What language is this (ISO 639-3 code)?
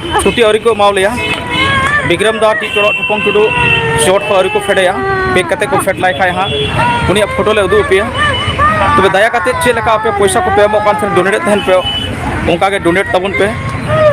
sat